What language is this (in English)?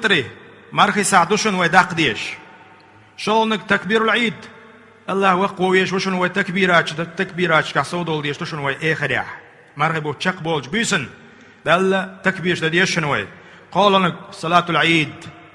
Chechen